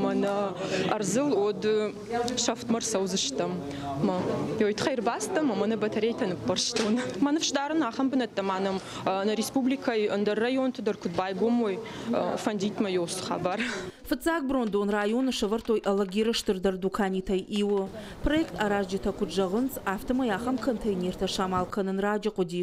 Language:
Ossetic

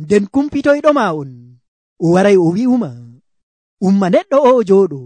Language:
Nigerian Fulfulde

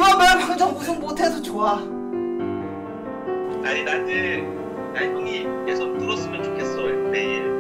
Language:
Korean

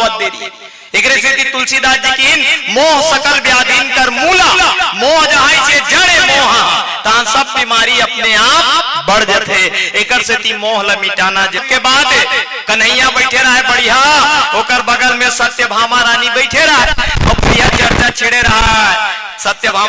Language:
Chhattisgarhi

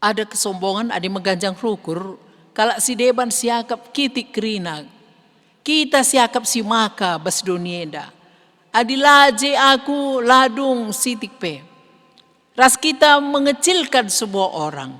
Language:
Batak Karo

